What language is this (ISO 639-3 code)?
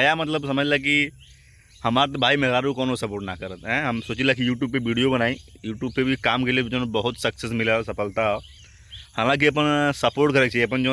bho